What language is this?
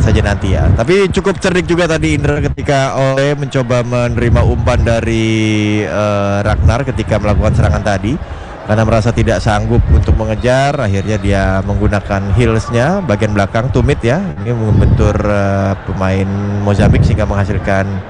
Indonesian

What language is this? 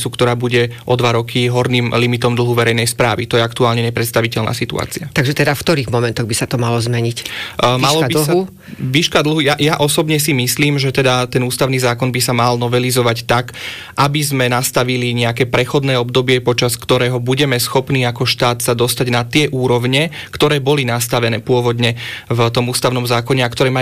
Slovak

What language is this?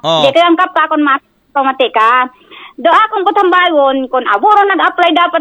Aklanon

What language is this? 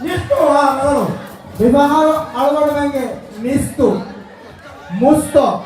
Divehi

